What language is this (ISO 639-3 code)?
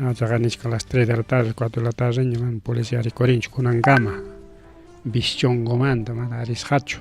quy